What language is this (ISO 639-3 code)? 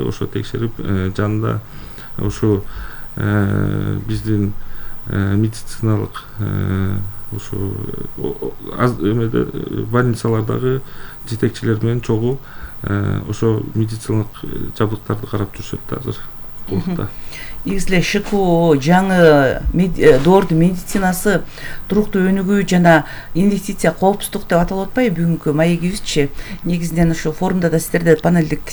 kir